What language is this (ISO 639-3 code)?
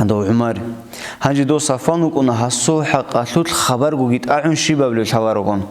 ava